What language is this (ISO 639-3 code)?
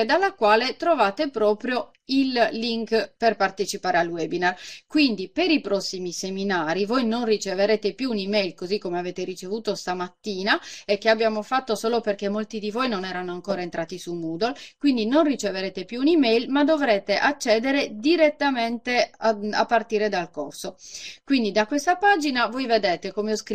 ita